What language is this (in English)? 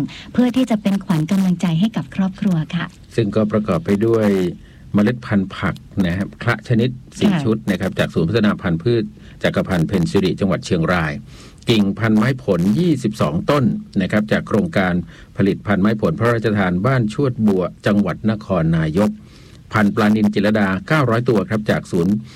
Thai